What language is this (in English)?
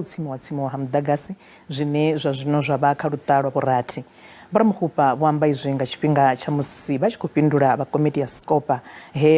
Venda